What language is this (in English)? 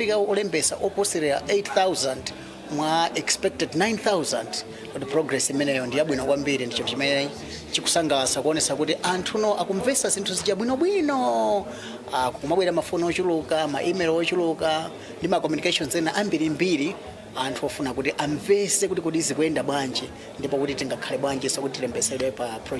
Nyanja